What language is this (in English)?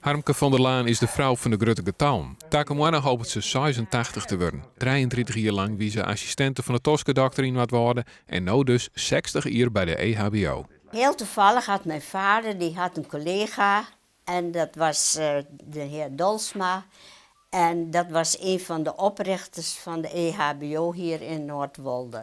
Western Frisian